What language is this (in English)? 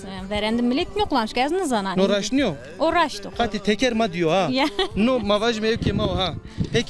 Zaza